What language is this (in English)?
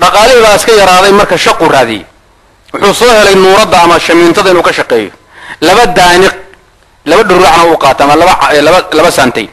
Somali